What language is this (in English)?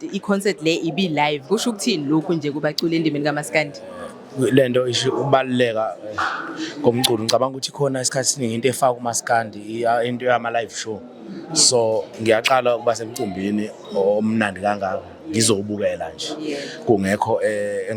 Zulu